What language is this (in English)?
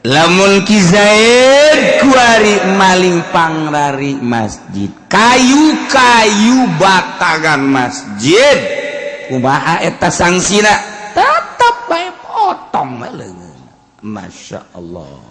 Sundanese